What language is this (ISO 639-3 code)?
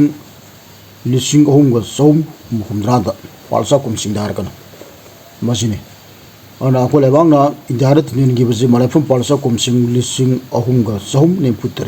mni